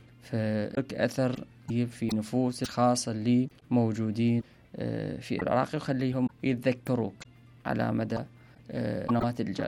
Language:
Mesopotamian Arabic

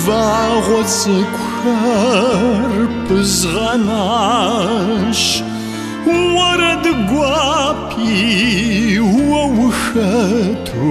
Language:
Kabardian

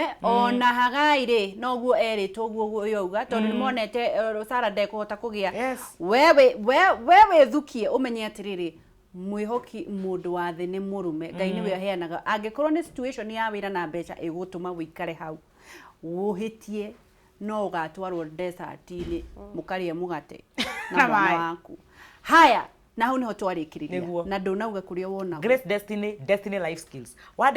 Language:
Kikuyu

